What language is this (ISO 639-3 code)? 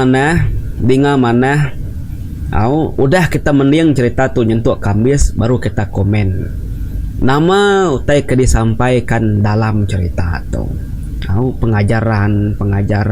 iba